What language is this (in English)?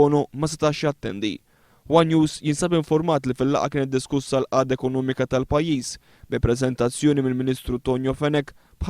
Maltese